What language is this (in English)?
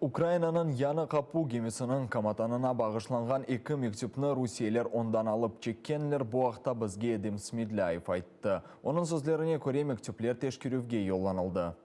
Crimean Tatar